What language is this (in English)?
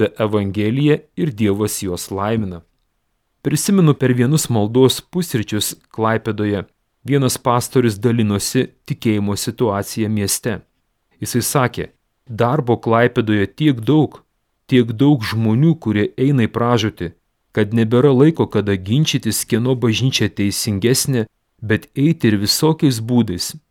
Lithuanian